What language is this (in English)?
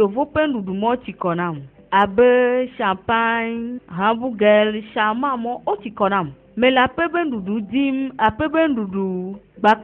Ewe